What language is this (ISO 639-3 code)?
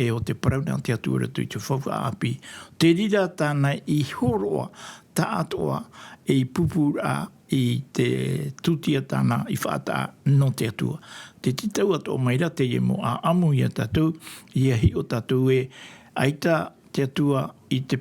tah